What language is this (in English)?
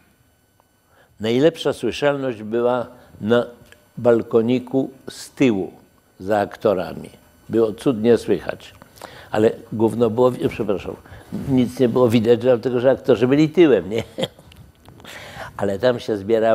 Polish